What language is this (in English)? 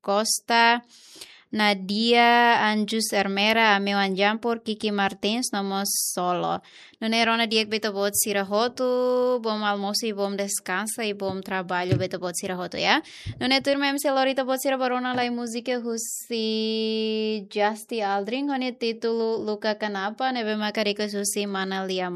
Tetum